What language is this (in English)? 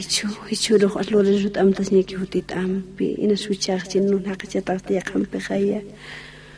Aymara